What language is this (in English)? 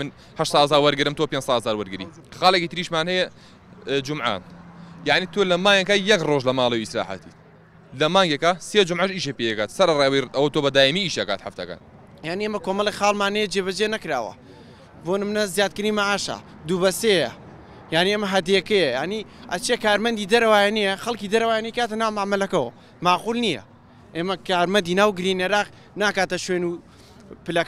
Central Kurdish